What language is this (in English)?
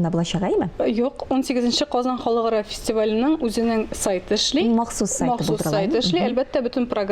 Tatar